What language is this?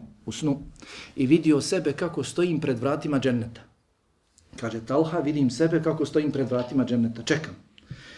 Bosnian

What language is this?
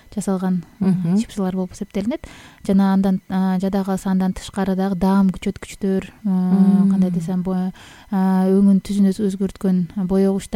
Kyrgyz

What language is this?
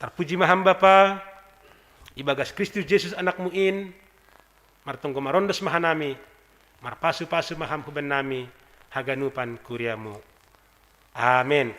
Batak Simalungun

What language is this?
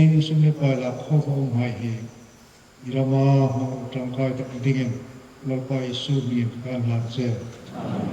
Hmar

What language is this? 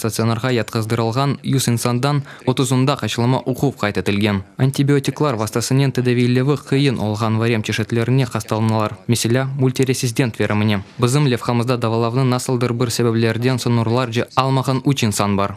Crimean Tatar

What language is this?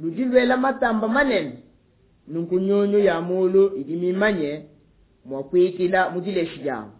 Luba-Lulua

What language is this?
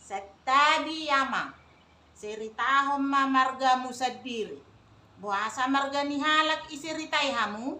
Batak Toba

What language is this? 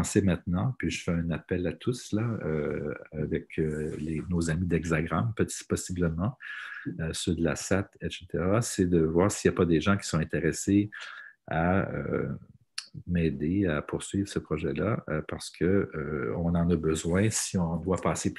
French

